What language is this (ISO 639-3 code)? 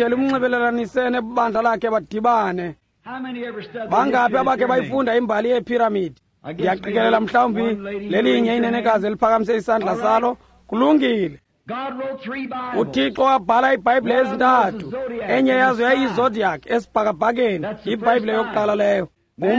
xho